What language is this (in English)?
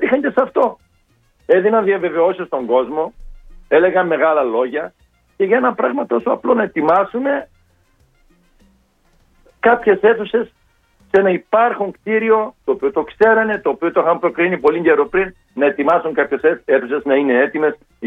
Greek